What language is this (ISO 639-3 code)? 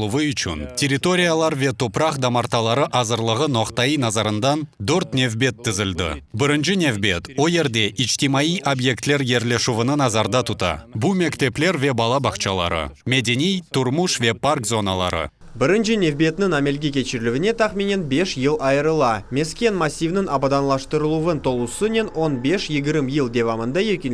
crh